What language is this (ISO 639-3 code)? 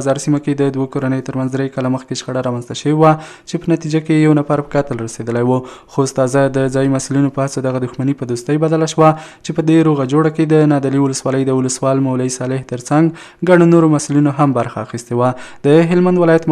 pus